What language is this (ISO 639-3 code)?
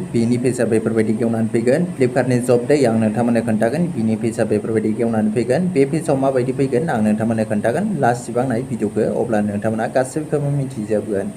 brx